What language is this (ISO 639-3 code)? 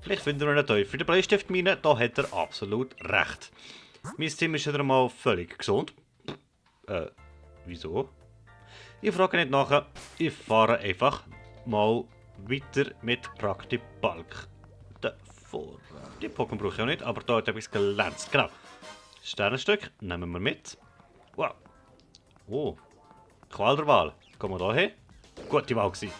gsw